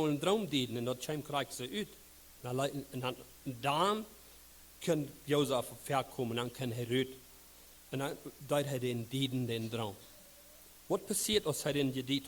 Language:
Plautdietsch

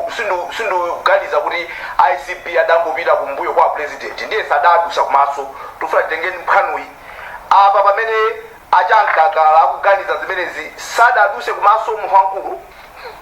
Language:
Nyanja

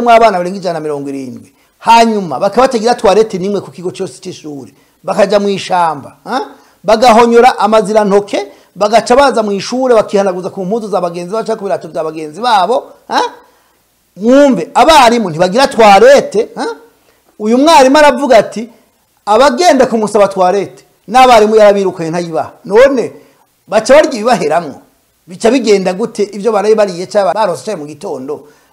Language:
Rundi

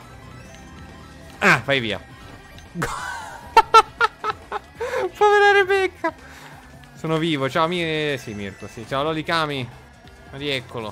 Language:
Italian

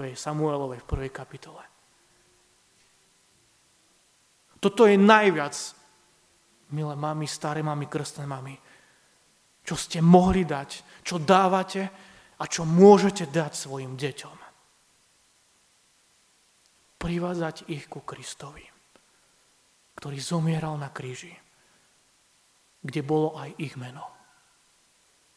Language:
Slovak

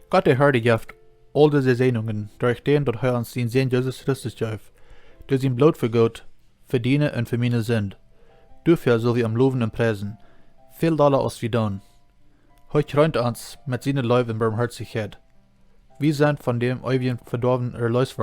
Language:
Plautdietsch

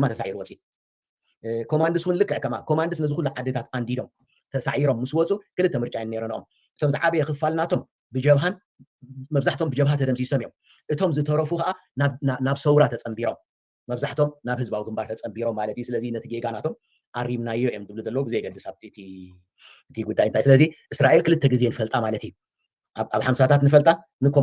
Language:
Tigrinya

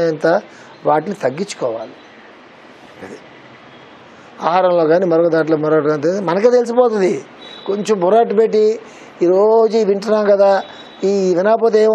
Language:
Telugu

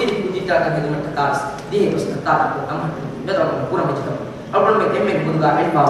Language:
Divehi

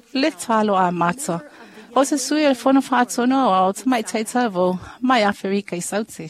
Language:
Samoan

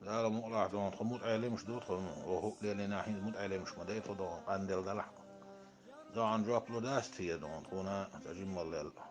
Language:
Chechen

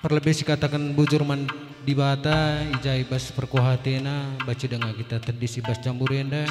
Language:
Batak Karo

